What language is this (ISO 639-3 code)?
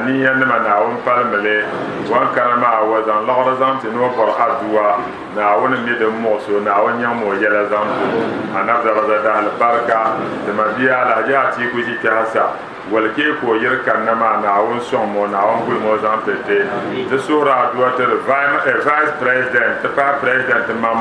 dag